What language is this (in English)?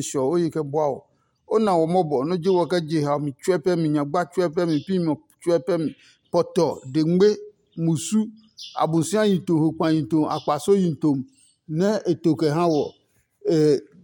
Adangme